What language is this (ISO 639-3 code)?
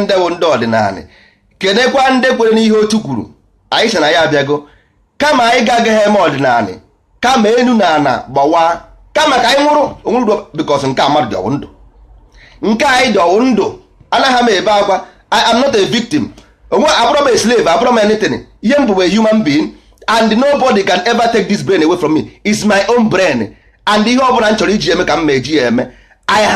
ibo